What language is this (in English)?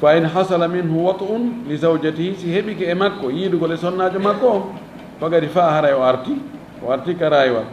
Fula